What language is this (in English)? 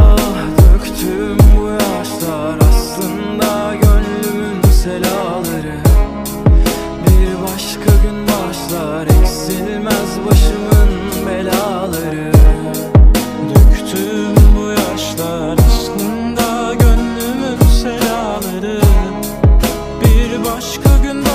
Turkish